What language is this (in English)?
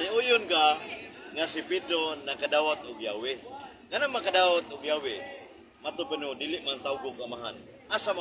Cebuano